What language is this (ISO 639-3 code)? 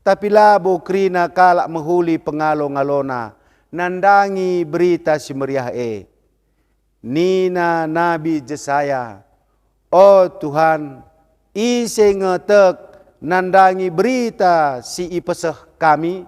btx